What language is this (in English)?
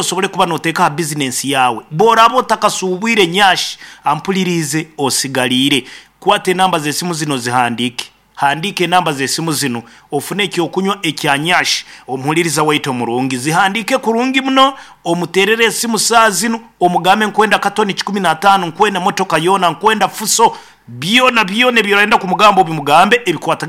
Nyankole